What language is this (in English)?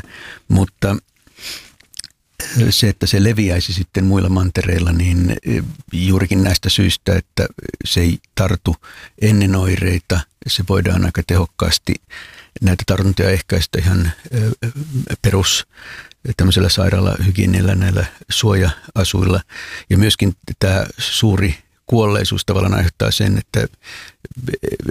Finnish